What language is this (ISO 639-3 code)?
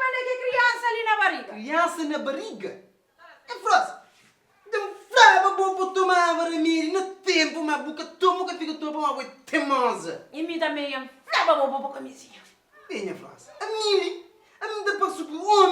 kea